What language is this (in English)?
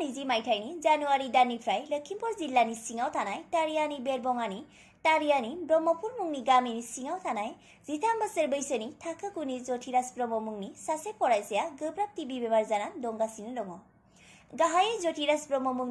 Bodo